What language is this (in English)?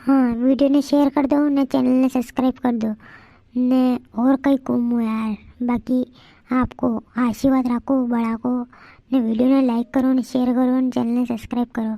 Rajasthani